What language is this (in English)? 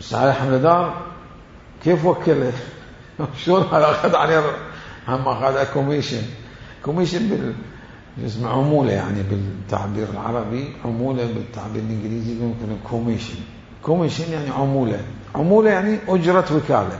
Mesopotamian Arabic